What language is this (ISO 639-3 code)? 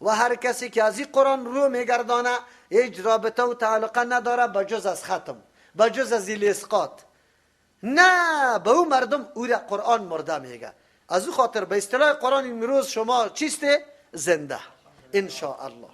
fas